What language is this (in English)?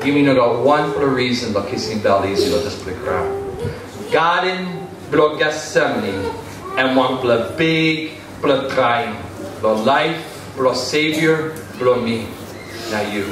Tok Pisin